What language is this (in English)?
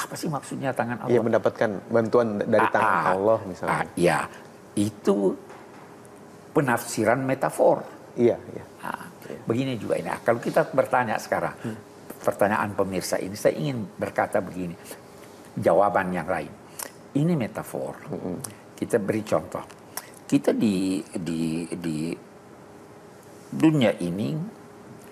Indonesian